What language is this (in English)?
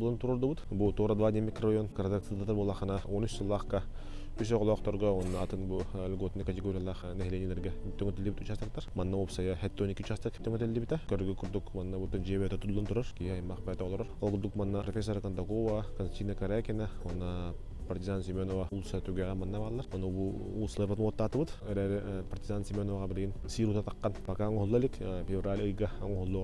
Yakut